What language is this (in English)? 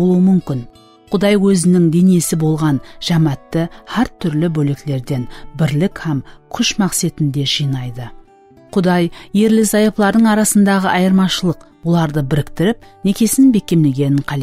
Kara-Kalpak